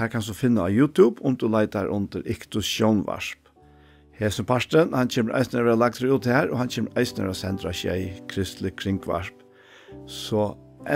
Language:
Faroese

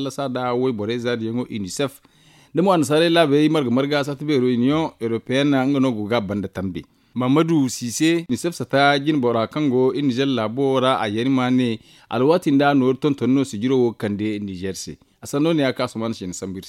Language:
Zarma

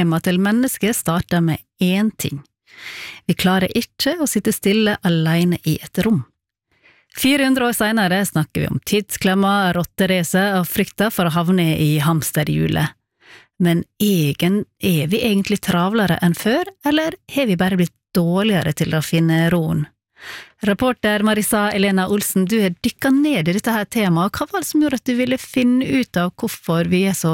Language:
Norwegian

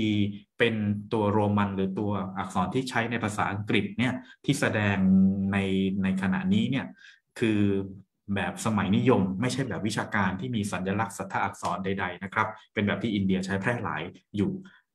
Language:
Thai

